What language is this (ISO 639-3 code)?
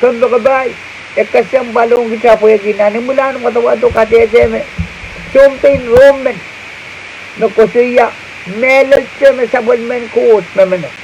pon